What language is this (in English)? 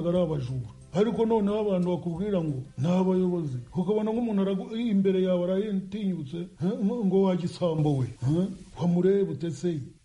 Kinyarwanda